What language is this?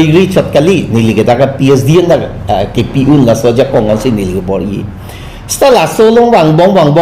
Karbi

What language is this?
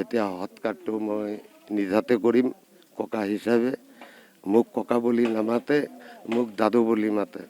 Assamese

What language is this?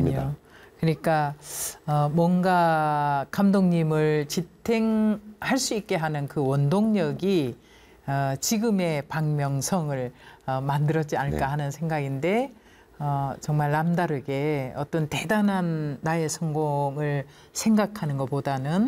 Korean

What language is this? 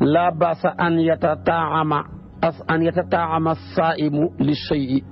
Wolof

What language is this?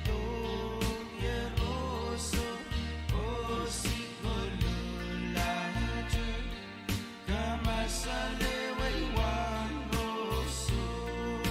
Pohnpeian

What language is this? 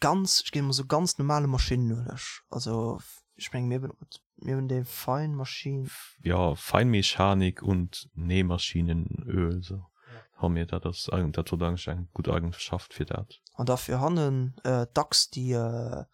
Luxembourgish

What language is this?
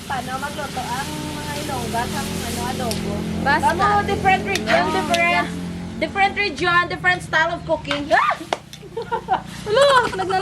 Hiligaynon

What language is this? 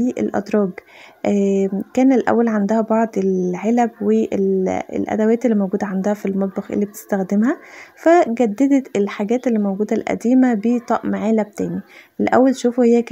Egyptian Arabic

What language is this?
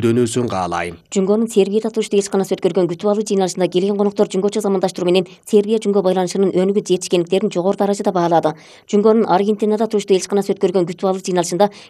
Kyrgyz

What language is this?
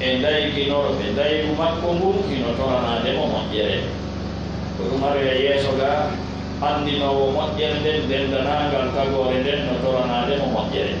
Pular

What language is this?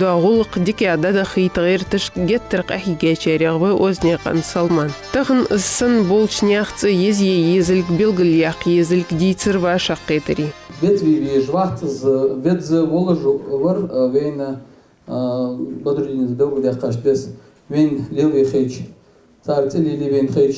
Ingush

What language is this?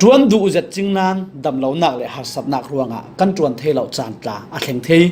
Falam Chin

